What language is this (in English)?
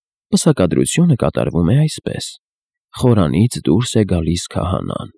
Armenian